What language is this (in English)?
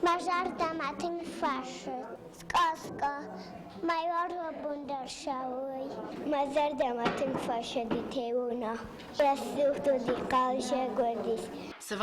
Ossetic